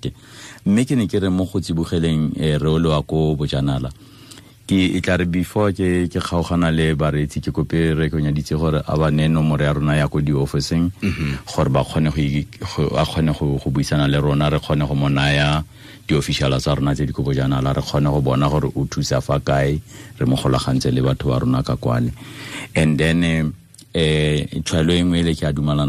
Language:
Tswana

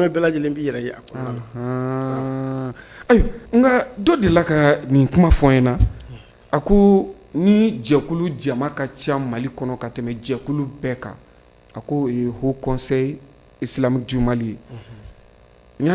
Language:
Bambara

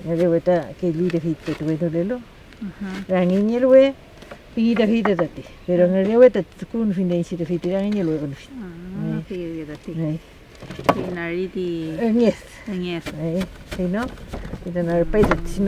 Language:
Mapuche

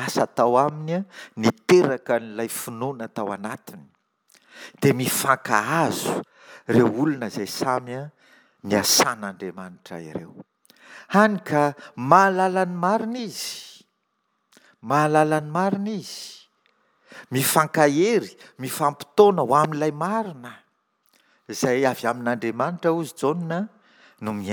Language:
Malagasy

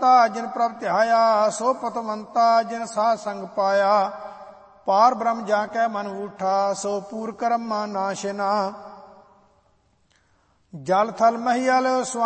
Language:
Punjabi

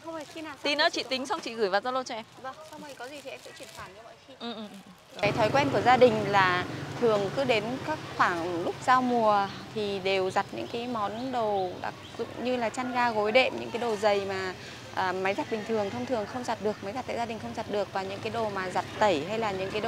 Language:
Vietnamese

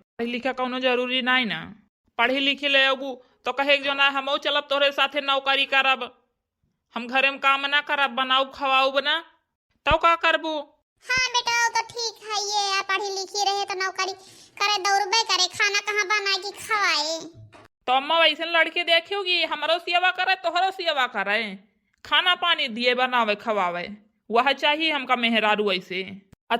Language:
Awadhi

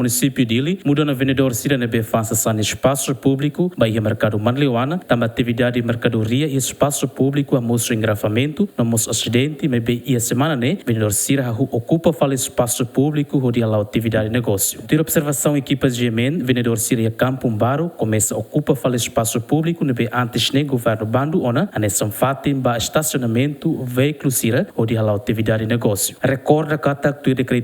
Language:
Tetum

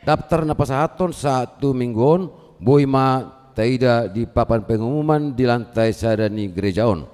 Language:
Batak Toba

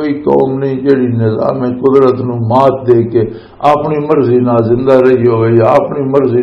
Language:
Western Panjabi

